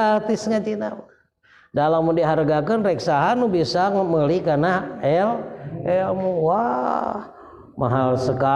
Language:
Sundanese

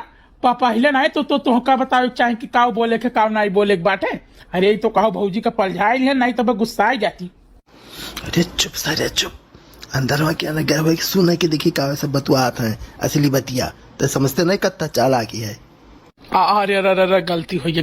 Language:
Awadhi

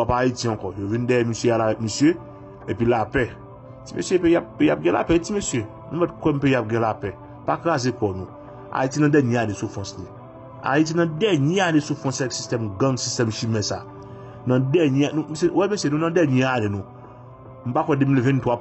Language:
Haitian Creole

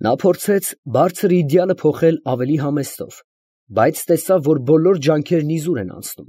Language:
Armenian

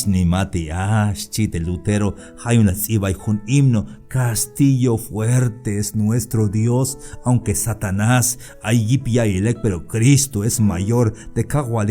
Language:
Tzeltal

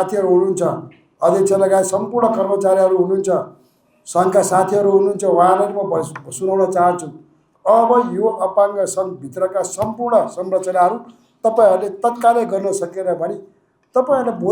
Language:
Nepali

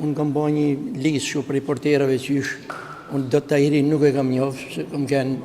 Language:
Albanian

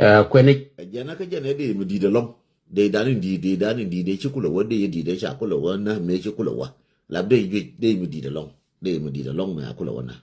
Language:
Nuer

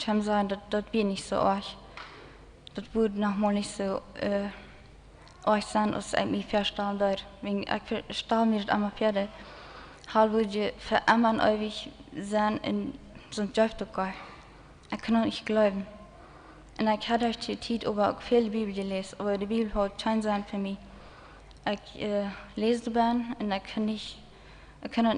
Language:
Plautdietsch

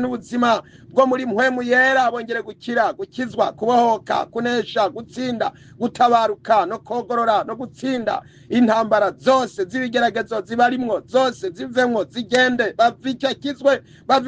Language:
Rundi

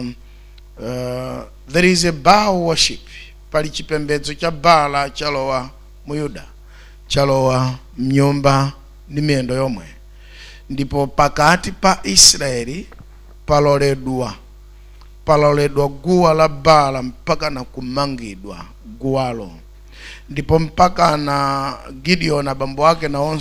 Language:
Nyanja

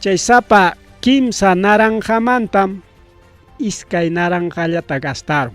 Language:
Ayacucho Quechua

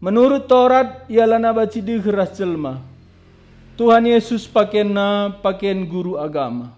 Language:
Batak Karo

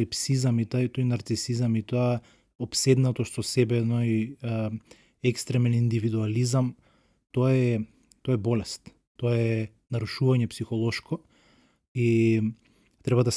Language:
Macedonian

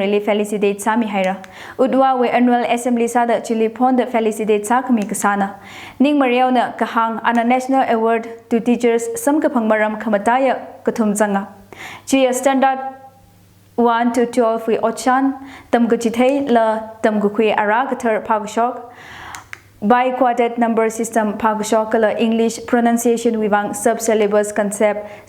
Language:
Tangkhul Naga (India)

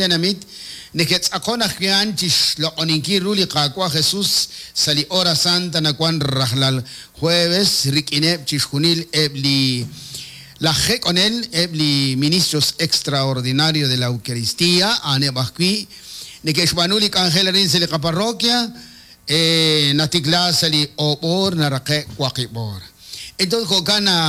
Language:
Kekchí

